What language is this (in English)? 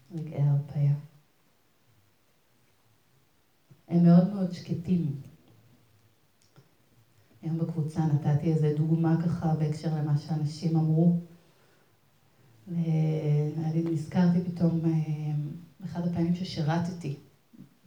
Hebrew